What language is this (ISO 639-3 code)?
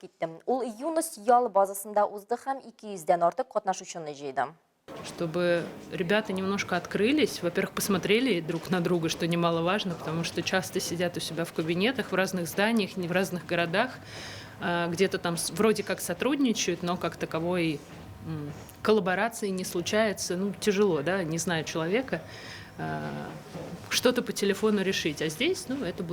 tat